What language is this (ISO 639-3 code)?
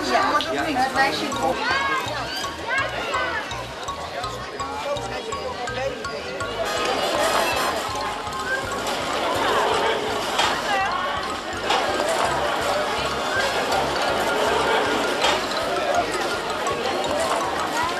nld